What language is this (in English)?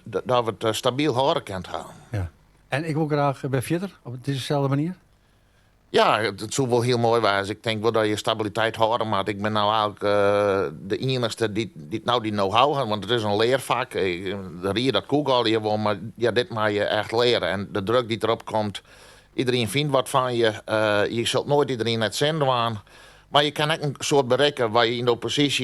Western Frisian